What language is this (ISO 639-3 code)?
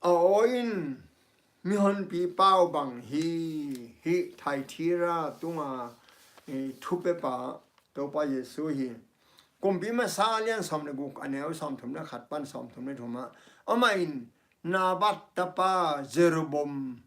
ctd